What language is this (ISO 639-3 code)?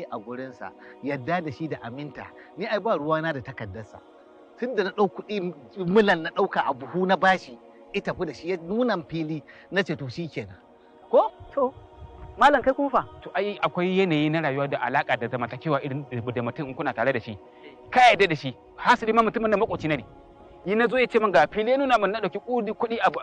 hau